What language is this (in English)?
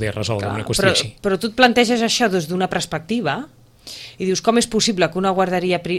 Catalan